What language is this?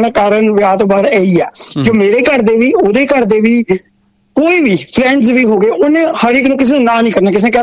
Punjabi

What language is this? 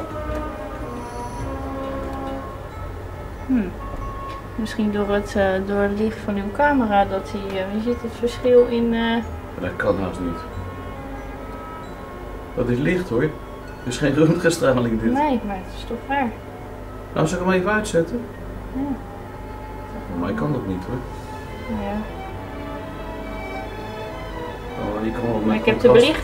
Dutch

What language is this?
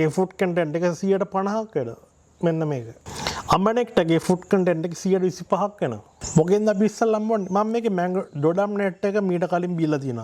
Sinhala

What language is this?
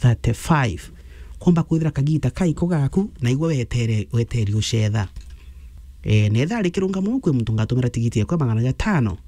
Meru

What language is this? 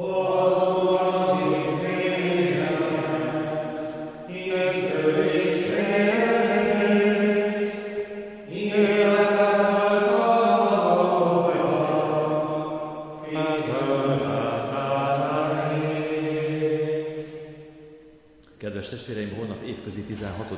Hungarian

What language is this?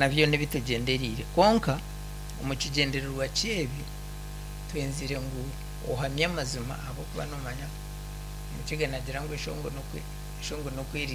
Nyankole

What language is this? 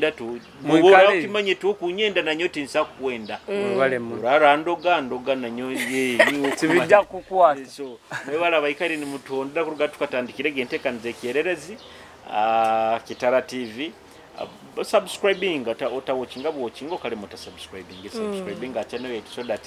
Nyoro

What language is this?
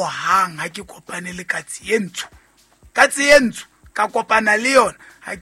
Southern Sotho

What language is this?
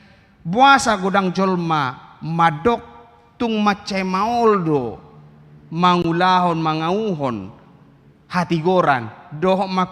Batak Toba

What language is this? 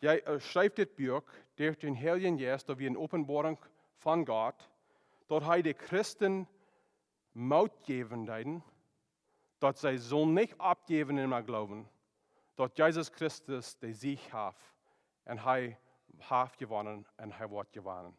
Plautdietsch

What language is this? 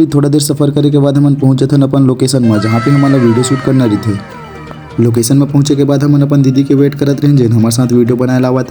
Chhattisgarhi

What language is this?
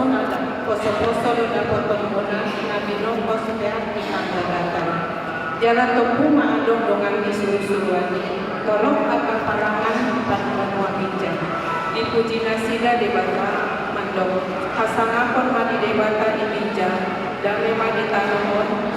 Batak Toba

